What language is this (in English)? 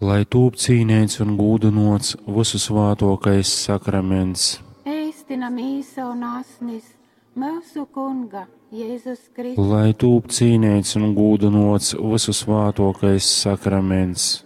Latgalian